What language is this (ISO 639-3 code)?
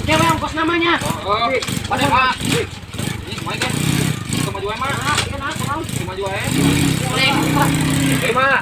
sun